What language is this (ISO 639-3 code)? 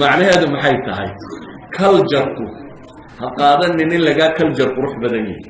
som